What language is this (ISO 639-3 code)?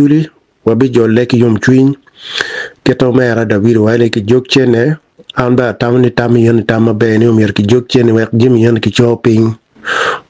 ach